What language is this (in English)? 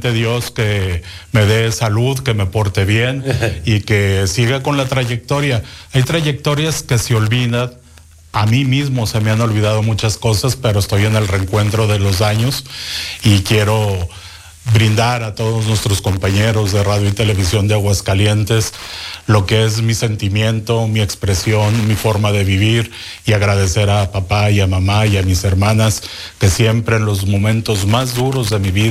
Spanish